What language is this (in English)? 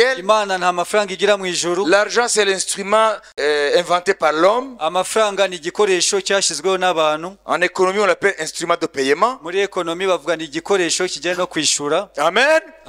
Kinyarwanda